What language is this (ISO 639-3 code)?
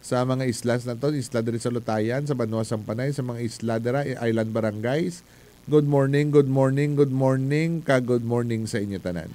hil